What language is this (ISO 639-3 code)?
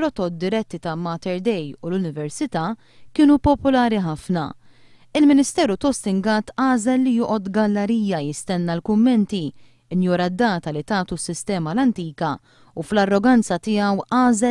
mlt